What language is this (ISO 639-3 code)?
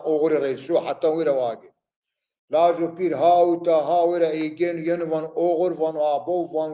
zza